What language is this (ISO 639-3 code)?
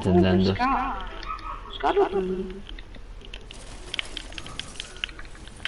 ita